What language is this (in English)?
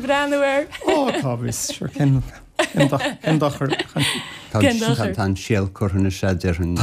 Irish